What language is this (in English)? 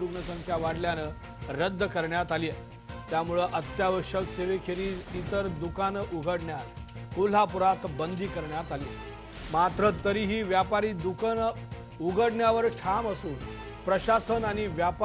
Marathi